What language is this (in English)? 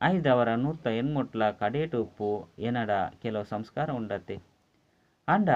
Tulu